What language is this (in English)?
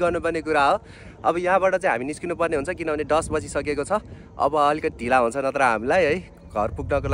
Nepali